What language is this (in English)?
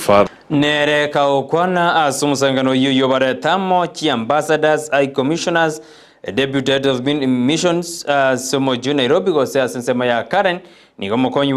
Gusii